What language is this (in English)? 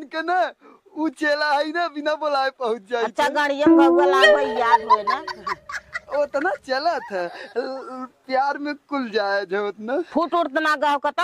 Awadhi